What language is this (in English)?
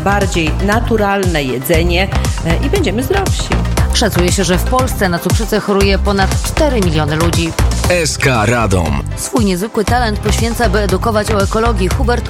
Polish